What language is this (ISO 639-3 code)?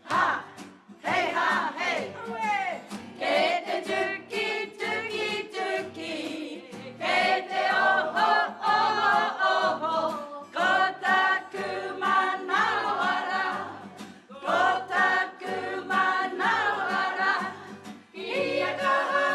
mri